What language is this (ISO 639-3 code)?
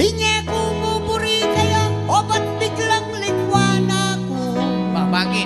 pam